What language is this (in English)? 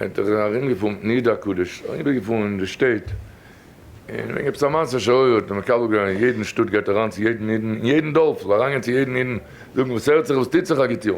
Yiddish